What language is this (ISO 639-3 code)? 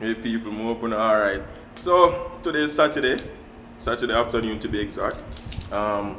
jam